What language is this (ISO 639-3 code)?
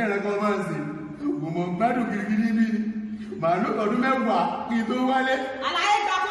yor